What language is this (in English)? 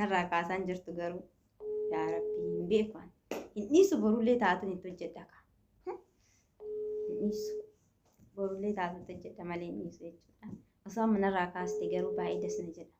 Oromo